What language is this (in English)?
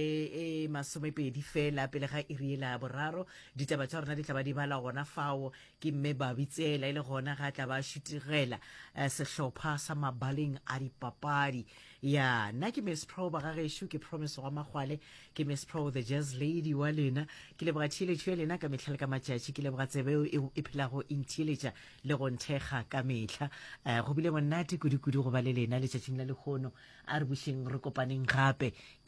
Northern Sotho